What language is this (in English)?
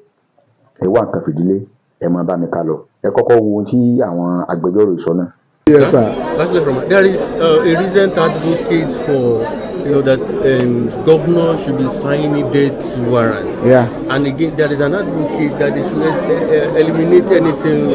Yoruba